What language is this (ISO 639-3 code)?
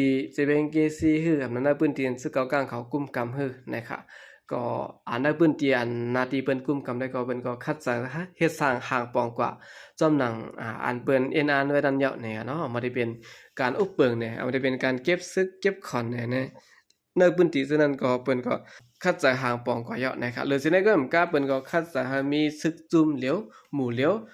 shn